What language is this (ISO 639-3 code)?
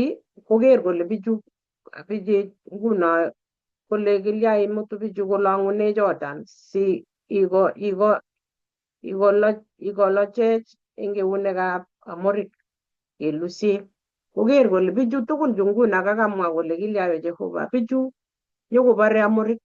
kln